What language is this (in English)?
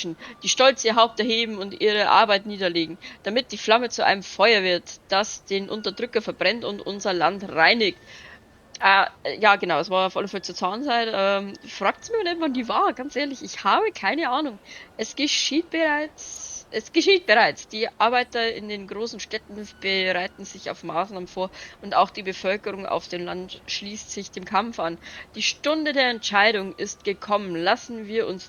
Bavarian